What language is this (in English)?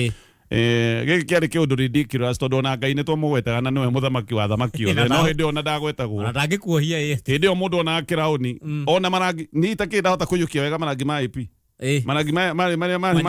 Kikuyu